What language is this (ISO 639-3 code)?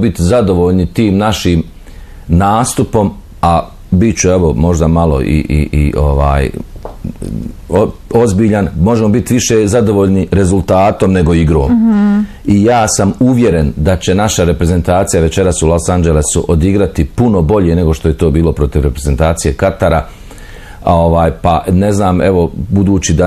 bos